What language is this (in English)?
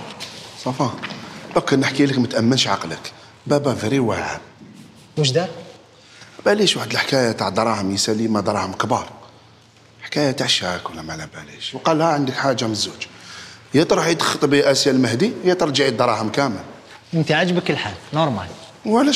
Algerian Arabic